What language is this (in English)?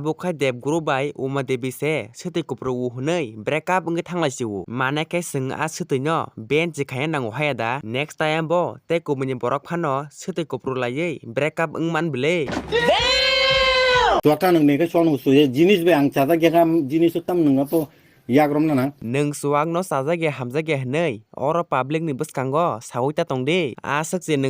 Kok Borok